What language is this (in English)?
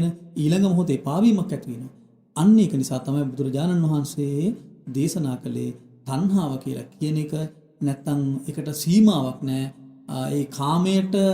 Sinhala